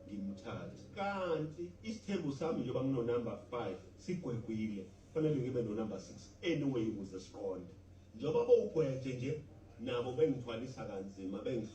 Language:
Zulu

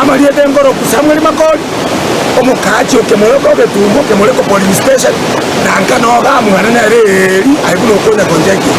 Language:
Gusii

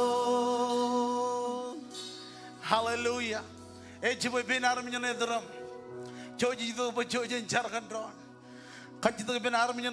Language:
Marshallese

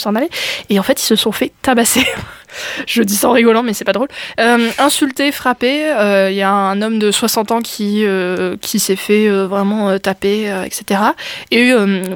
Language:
French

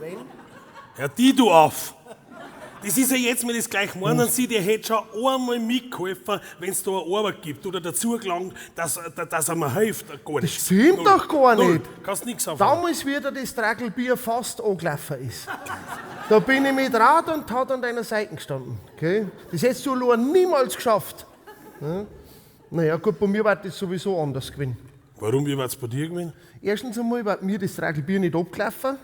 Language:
Bavarian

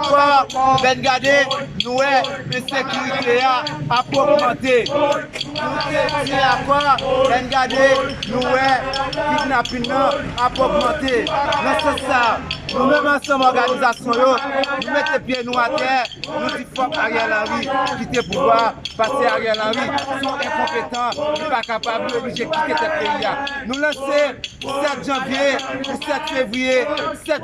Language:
Haitian Creole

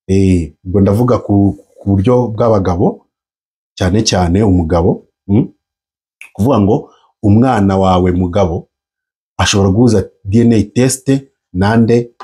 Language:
Kinyarwanda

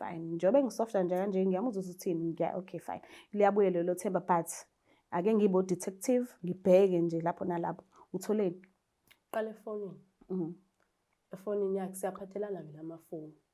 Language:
Zulu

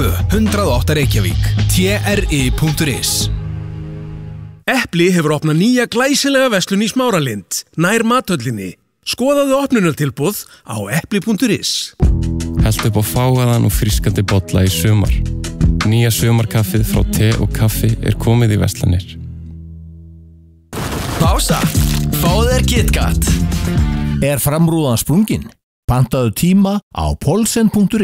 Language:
Icelandic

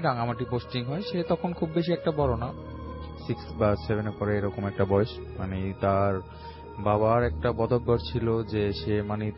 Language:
Bangla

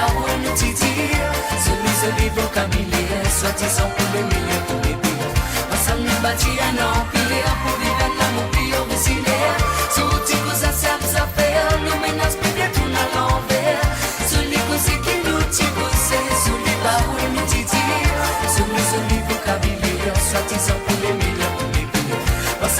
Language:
Morisyen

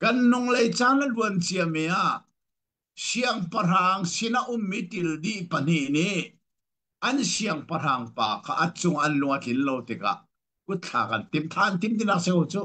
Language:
Hakha Chin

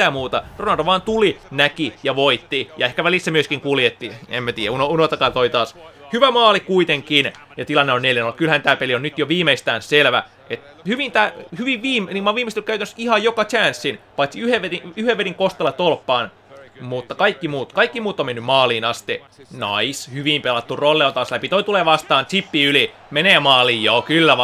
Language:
Finnish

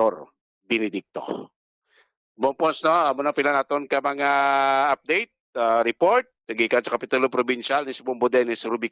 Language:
Hiligaynon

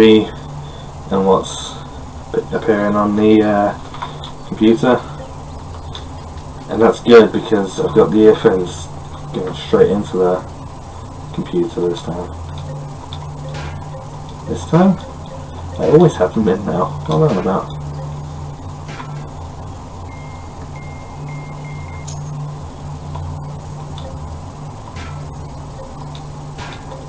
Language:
English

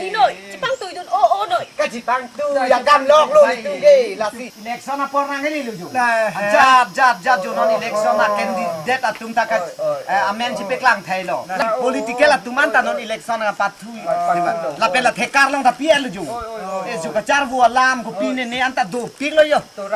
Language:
Karbi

